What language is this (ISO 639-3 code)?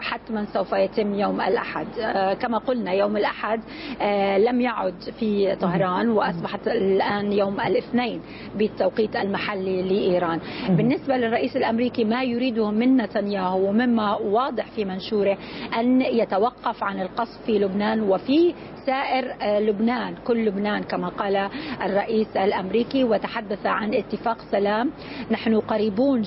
ara